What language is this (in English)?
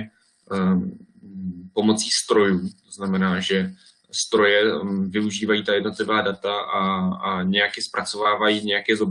Czech